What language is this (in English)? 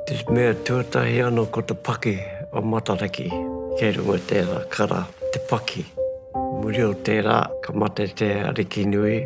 Māori